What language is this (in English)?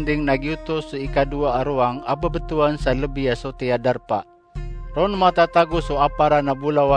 Maranao